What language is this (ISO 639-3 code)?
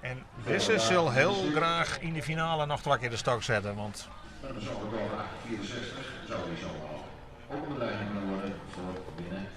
fry